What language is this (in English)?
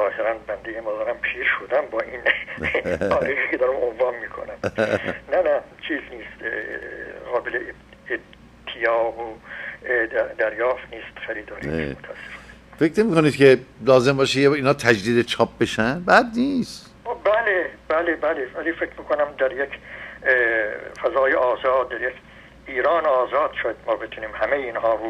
Persian